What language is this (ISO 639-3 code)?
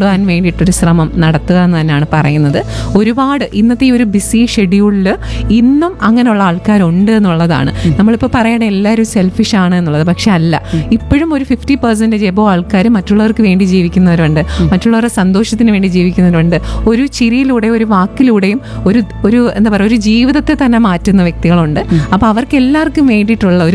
mal